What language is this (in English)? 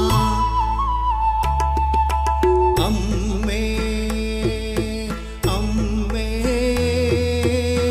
Malayalam